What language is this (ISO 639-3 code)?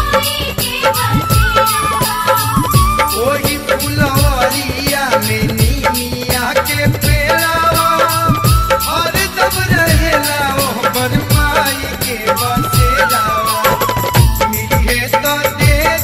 bho